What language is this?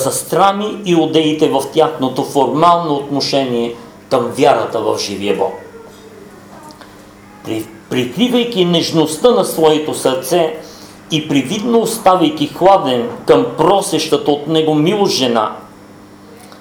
Bulgarian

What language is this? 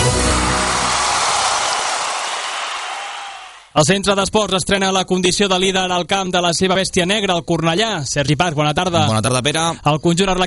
Catalan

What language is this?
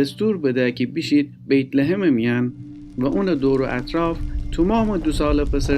Gilaki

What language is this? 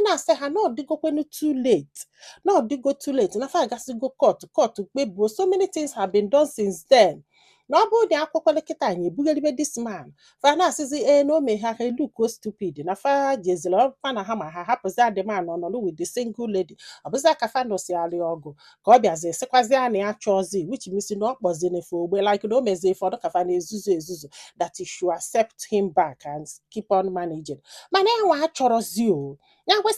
Igbo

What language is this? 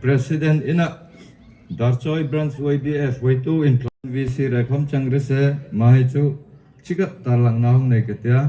Darlong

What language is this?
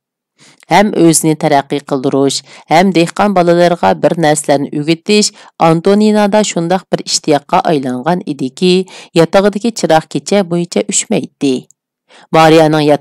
Uyghur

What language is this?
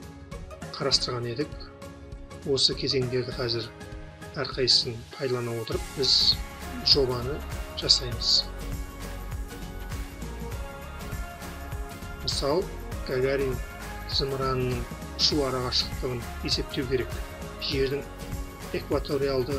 Kazakh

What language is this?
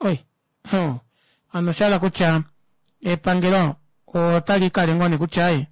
Kuanyama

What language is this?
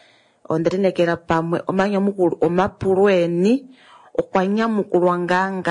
Kuanyama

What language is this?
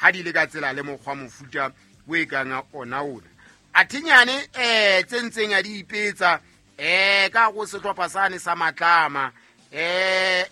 Southern Sotho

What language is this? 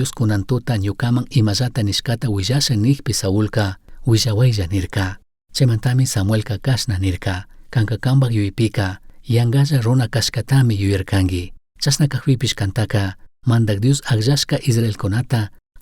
Chimborazo Highland Quichua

